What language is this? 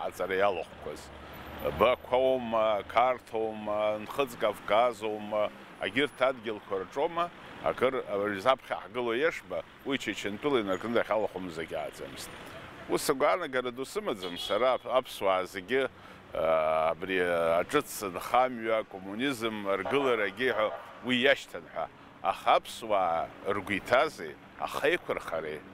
Abkhazian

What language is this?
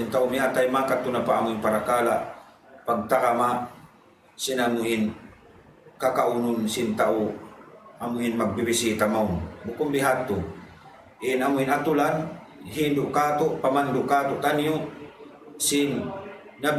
Tausug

